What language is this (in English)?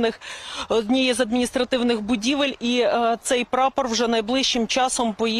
Ukrainian